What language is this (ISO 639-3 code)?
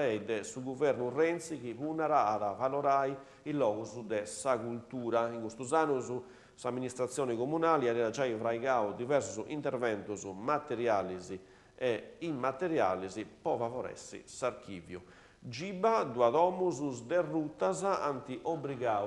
srd